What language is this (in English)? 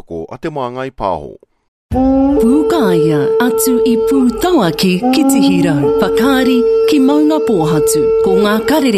Māori